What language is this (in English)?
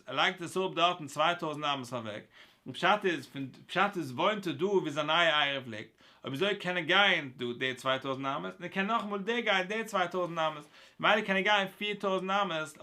Yiddish